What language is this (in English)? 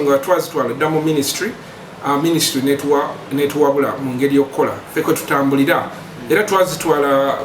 Ganda